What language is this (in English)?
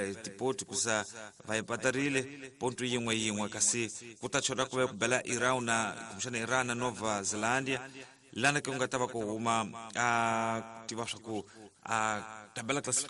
Tsonga